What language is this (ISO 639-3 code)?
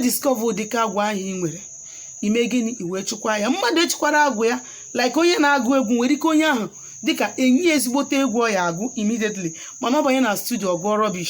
ibo